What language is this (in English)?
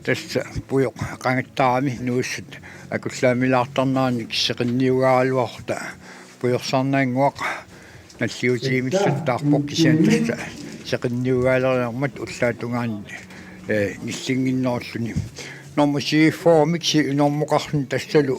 Kalaallisut